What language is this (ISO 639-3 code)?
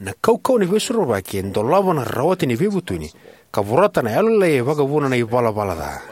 fij